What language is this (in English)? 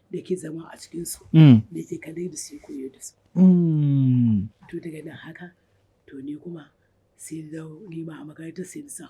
Hausa